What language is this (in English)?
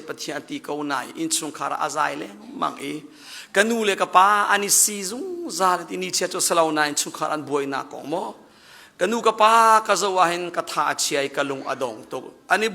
Hakha Chin